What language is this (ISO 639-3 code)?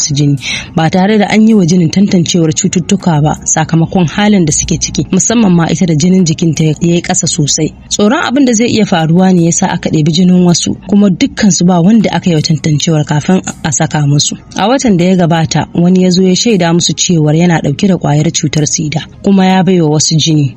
hau